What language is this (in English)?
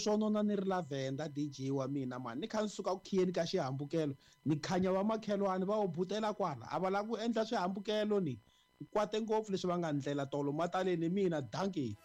Tsonga